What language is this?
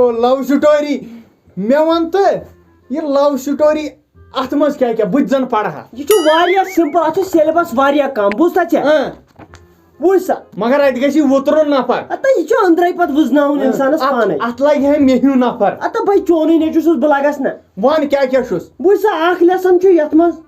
Kashmiri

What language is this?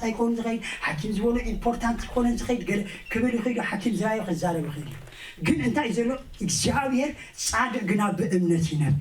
Tigrinya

